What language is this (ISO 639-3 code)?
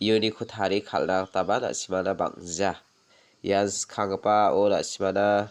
grt